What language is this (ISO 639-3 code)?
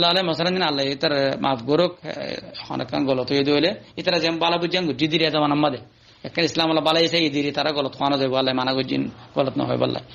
rhg